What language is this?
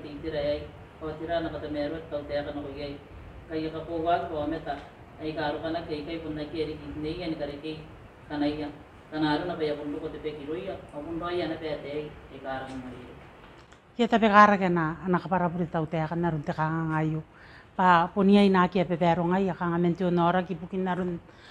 Gilbertese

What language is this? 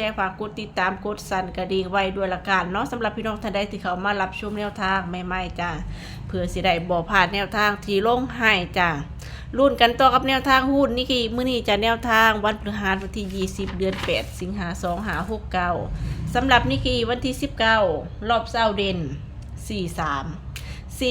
Northeastern Thai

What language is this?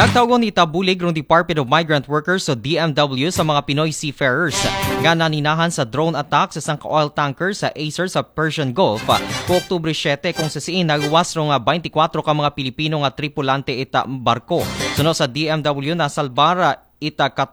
Aklanon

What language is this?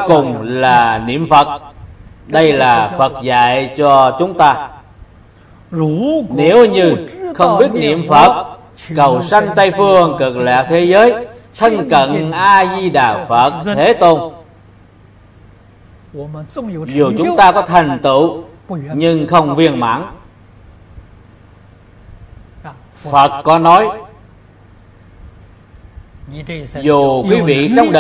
Vietnamese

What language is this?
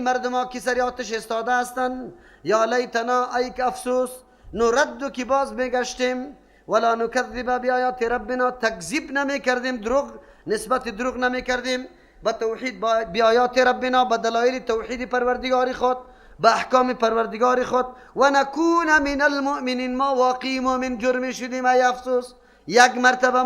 Persian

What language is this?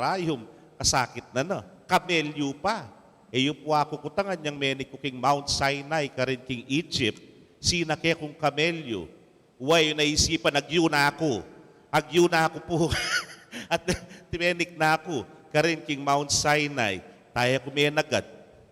Pampanga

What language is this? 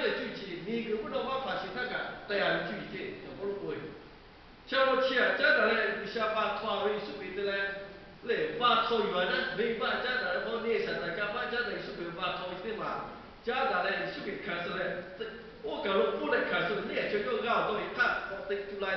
Lahu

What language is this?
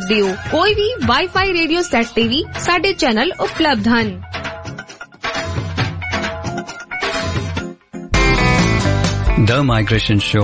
Punjabi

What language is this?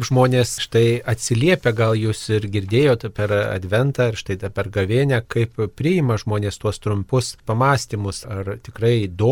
Lithuanian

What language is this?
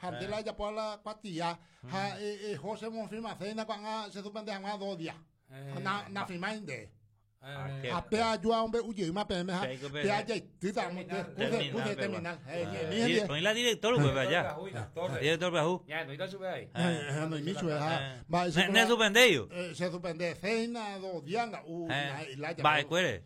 Guarani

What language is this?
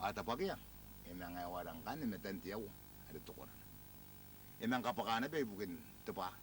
Gilbertese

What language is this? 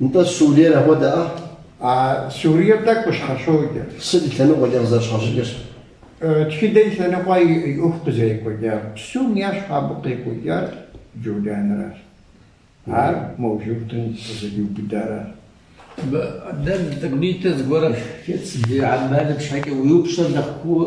Kabardian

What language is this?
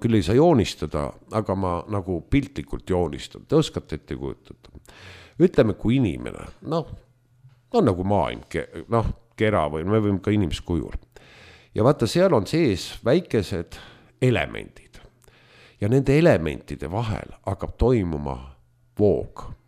Estonian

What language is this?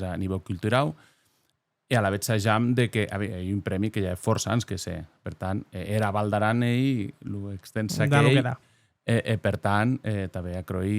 Occitan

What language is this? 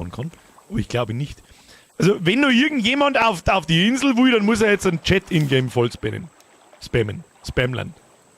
Bavarian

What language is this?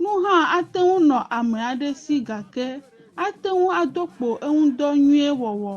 Ewe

